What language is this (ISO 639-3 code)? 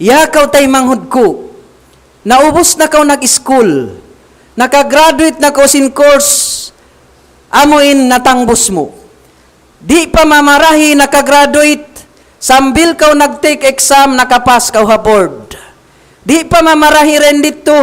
tsg